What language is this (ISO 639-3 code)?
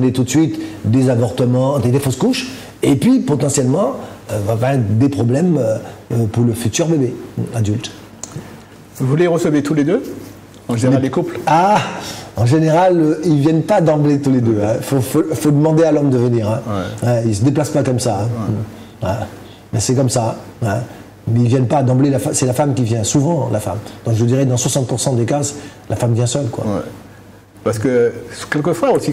fra